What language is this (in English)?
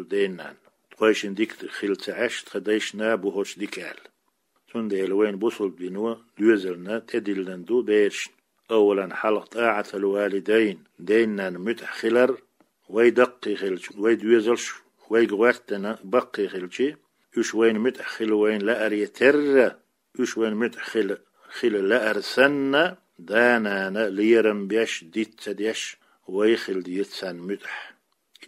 Chechen